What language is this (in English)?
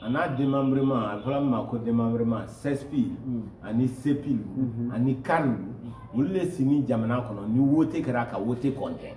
Bambara